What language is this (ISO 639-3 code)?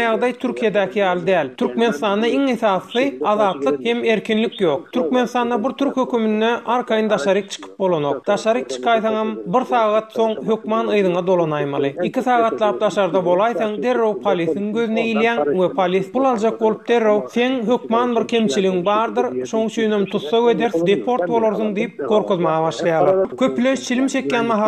tuk